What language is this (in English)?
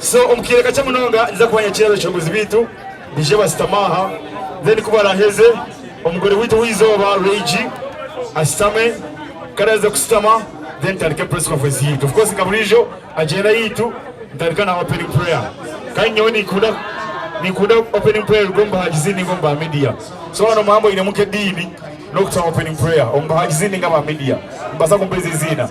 Nyankole